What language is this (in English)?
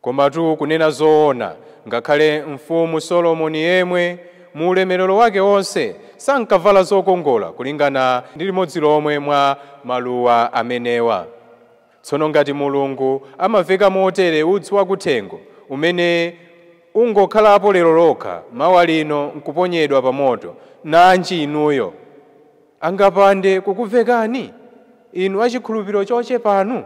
Nyanja